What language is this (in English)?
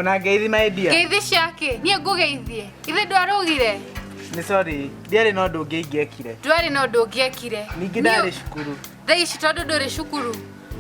Kikuyu